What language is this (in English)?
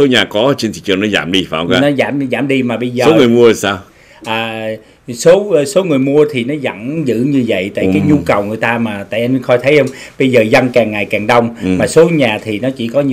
Vietnamese